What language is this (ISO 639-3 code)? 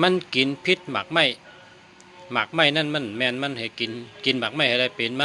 shn